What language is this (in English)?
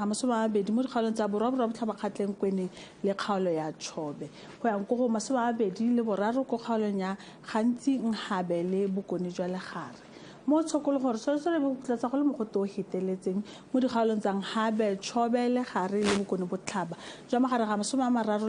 Tswana